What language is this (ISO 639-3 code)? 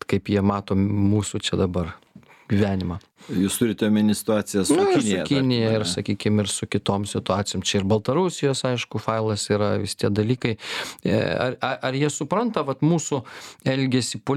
lit